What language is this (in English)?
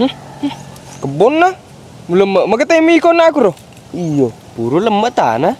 Buginese